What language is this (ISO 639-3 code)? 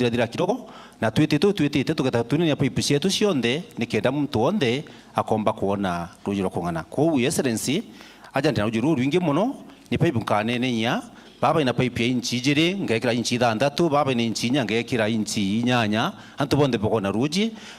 mer